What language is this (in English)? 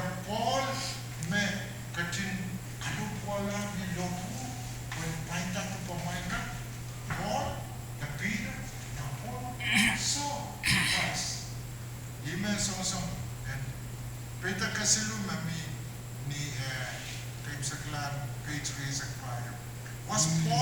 Pohnpeian